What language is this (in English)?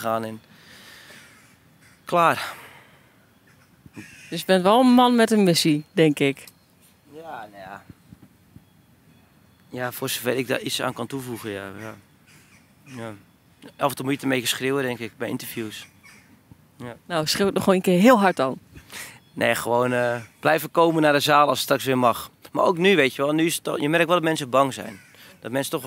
Dutch